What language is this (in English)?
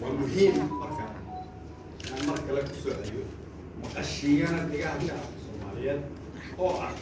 Somali